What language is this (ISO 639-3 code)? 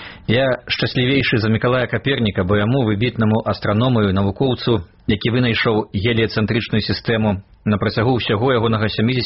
bel